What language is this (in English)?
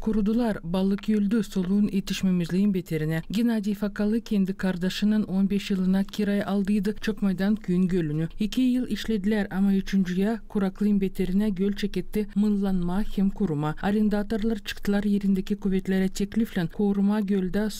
Gagauz